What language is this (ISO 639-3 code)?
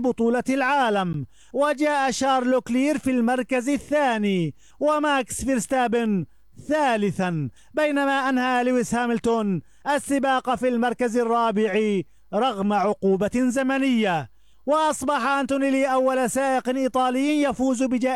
ara